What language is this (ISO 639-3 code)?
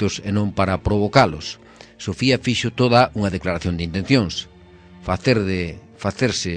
glg